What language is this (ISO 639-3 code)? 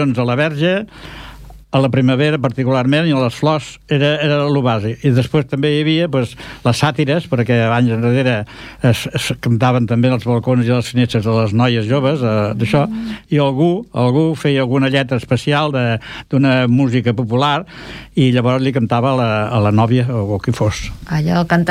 cat